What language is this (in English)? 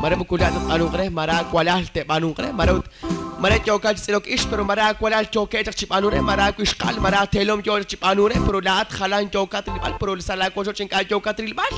Kekchí